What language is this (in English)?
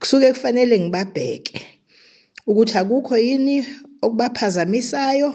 Zulu